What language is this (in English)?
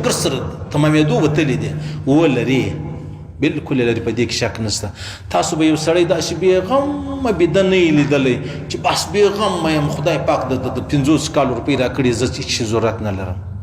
Pashto